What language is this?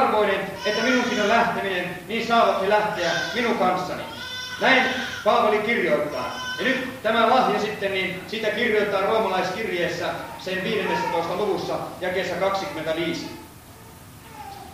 Finnish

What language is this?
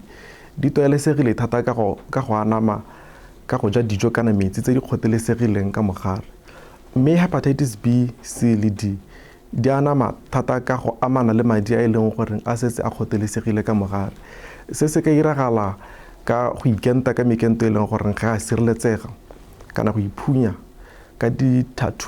Tswana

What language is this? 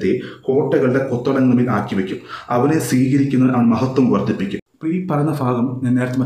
Malayalam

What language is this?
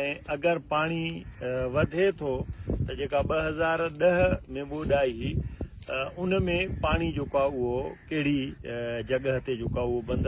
Sindhi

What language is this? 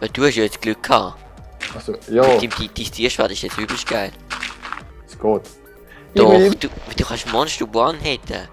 Swiss German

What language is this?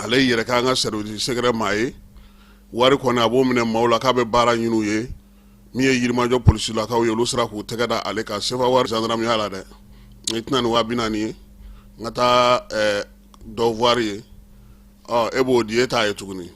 Bambara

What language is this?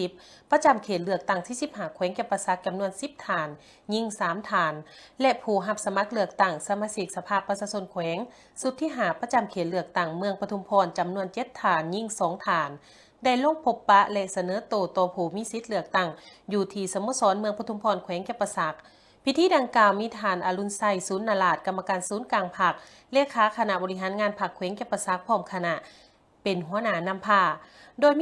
Lao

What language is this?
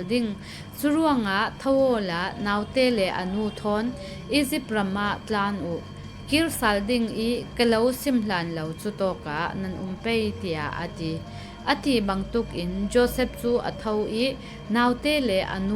Falam Chin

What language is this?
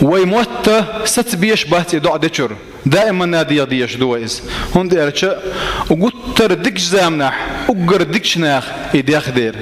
Chechen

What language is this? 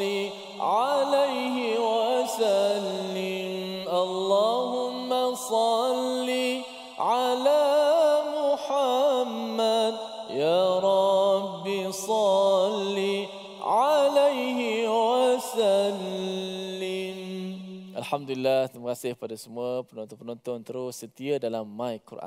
Malay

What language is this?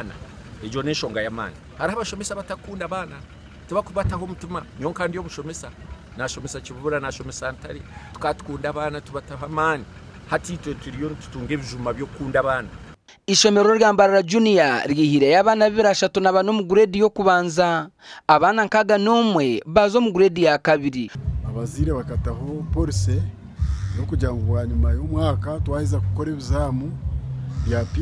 Nyankole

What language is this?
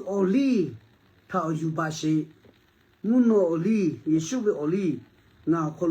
Lahu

